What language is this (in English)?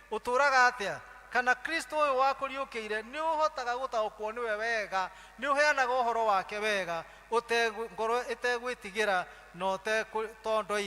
Kikuyu